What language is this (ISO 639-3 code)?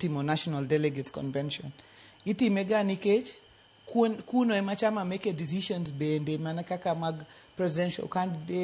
luo